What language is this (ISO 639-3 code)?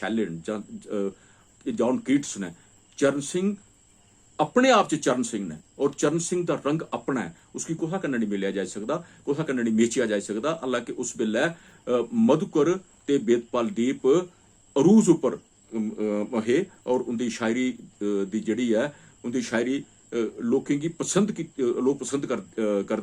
doi